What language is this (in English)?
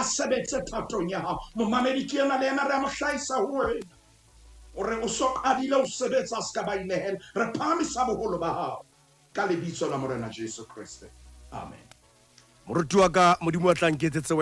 Southern Sotho